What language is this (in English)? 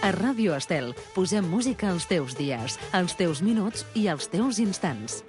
Catalan